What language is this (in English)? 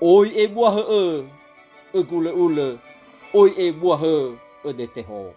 Nias